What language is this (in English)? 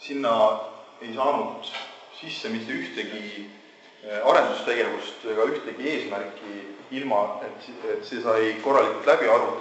Estonian